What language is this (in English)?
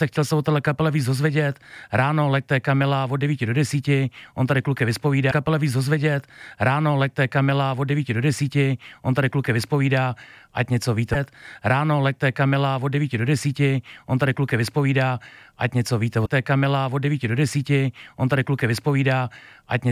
Czech